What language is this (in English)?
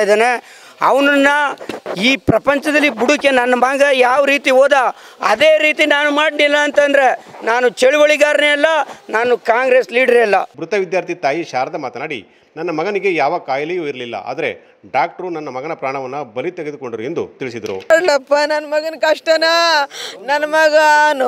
Kannada